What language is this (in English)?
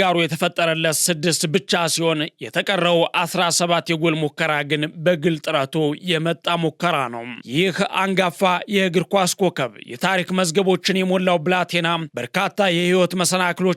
Amharic